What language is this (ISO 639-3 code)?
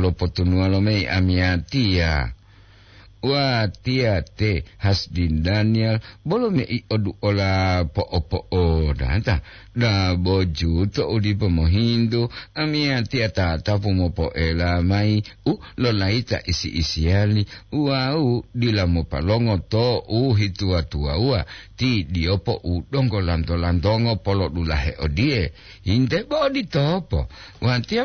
gor